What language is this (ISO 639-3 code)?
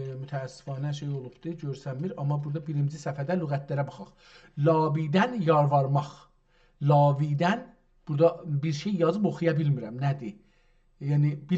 azb